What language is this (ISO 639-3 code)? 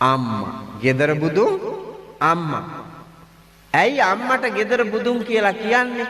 sin